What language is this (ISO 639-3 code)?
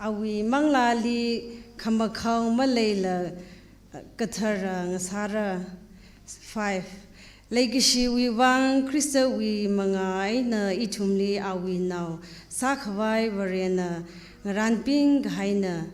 nmf